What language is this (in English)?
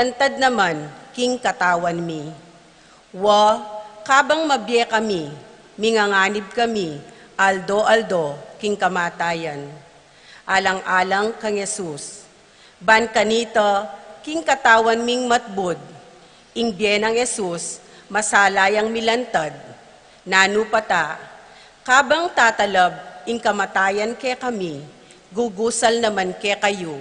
Pampanga